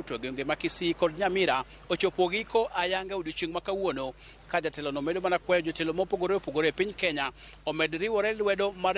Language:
Luo (Kenya and Tanzania)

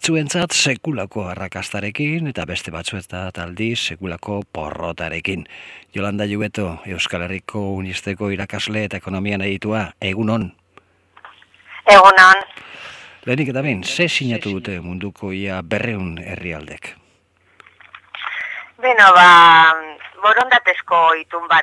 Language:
Basque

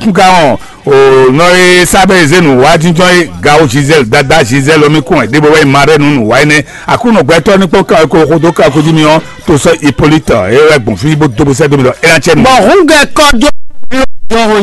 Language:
Fon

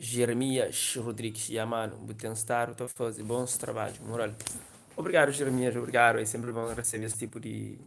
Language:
Kabuverdianu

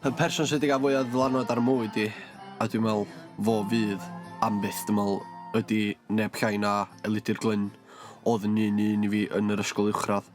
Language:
Welsh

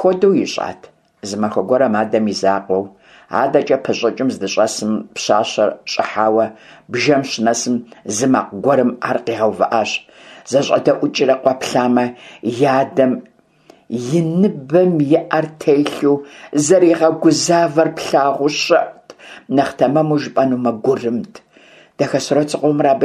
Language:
Kabardian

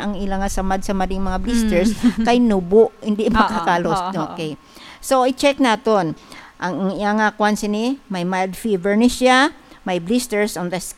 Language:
Hiligaynon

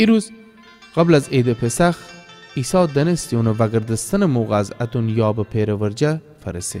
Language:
Gilaki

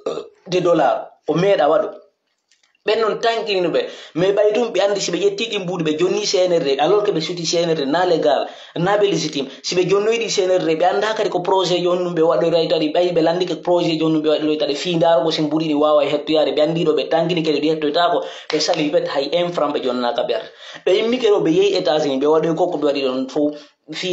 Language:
Pular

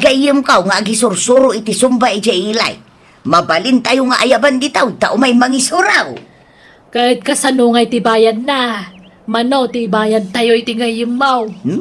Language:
Iloko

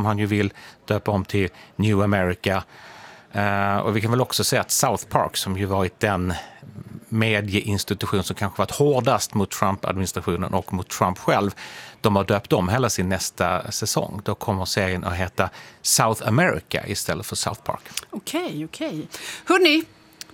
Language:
Swedish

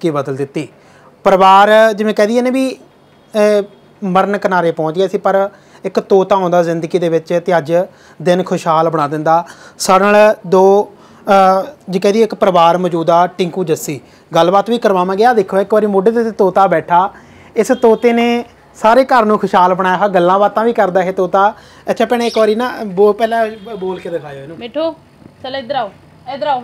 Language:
Punjabi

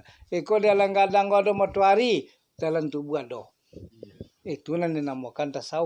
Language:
Minangkabau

